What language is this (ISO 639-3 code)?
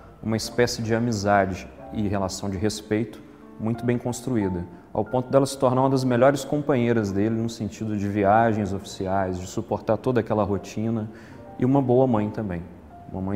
por